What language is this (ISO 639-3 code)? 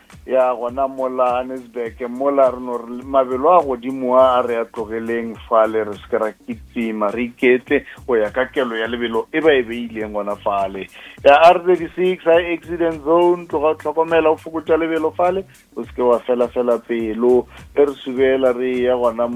nso